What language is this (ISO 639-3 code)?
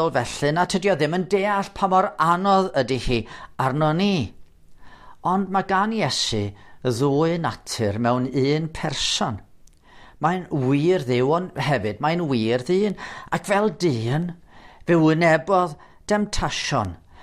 cym